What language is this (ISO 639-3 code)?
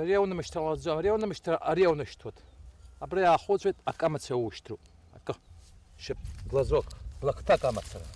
abk